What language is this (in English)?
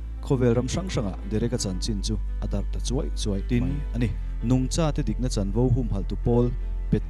Mizo